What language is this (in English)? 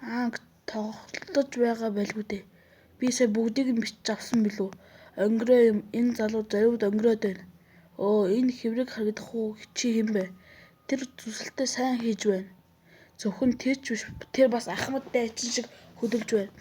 Mongolian